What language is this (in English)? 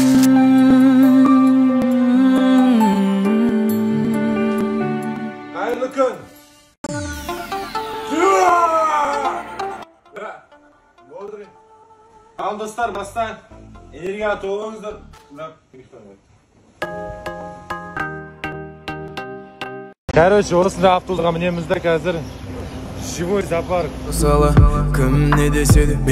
Kazakh